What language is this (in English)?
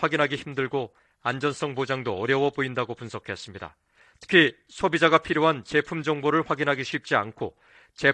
Korean